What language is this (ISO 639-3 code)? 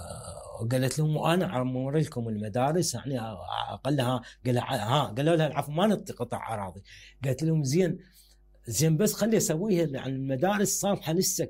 acm